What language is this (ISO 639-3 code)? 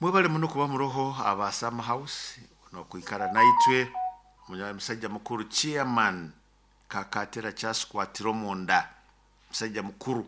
nyo